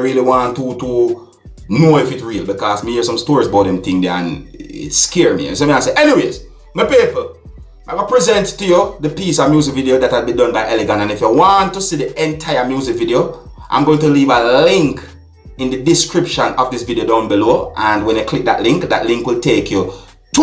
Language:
Jamaican Creole English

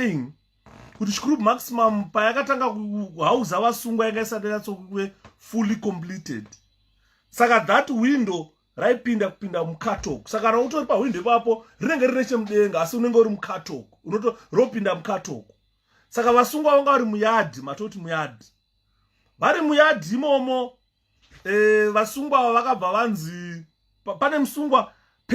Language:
Shona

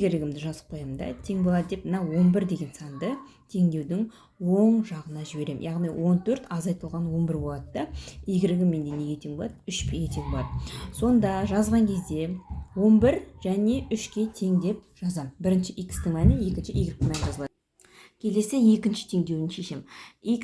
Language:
Kazakh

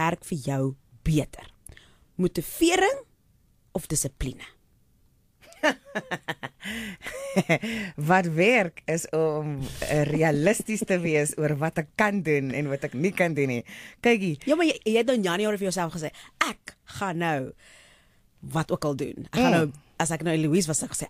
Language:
Afrikaans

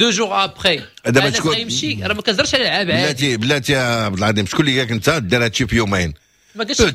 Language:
Moroccan Arabic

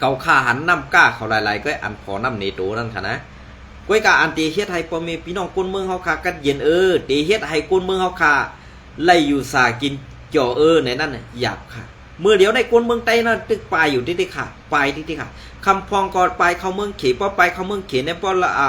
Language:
Shan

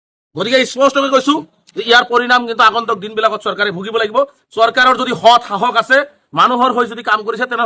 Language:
Assamese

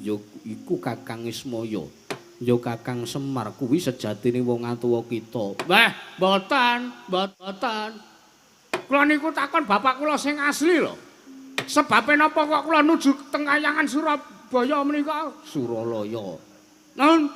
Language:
Javanese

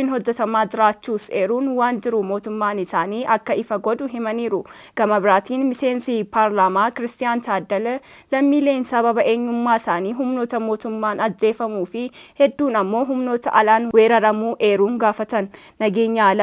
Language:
Oromo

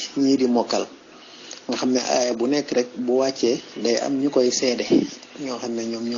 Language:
Wolof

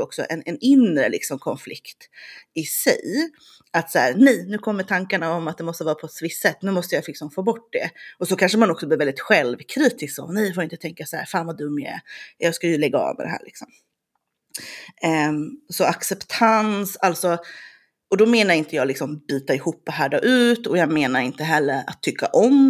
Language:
Swedish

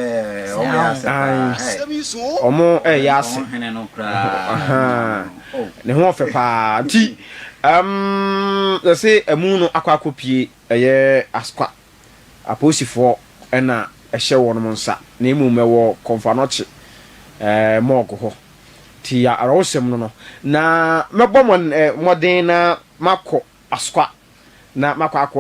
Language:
Akan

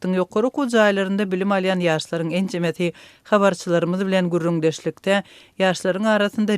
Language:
Turkmen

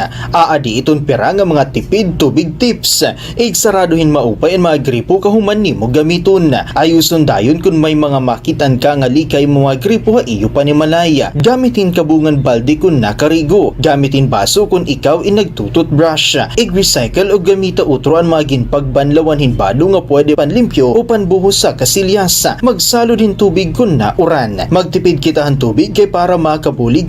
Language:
Waray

